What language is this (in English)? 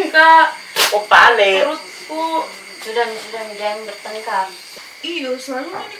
Makassar Malay